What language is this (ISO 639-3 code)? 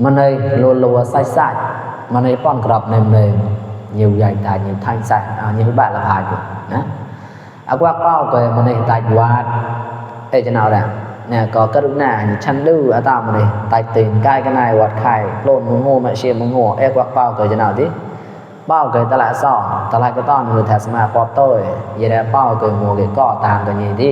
mnw